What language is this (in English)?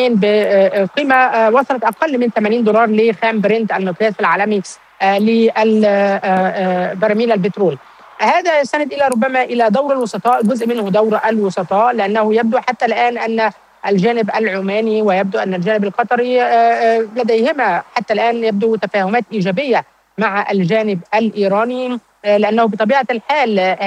Arabic